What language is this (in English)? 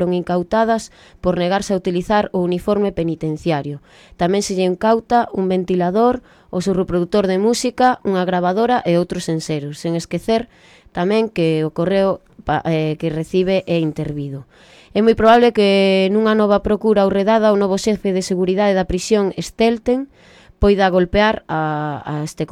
Galician